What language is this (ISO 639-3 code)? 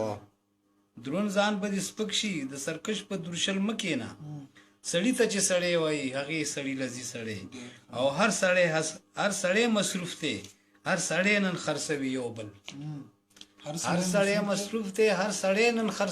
pus